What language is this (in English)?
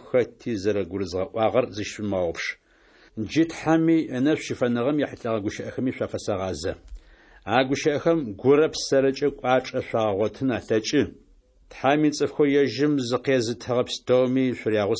Adyghe